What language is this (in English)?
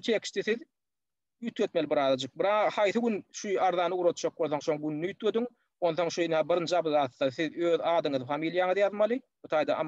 Turkmen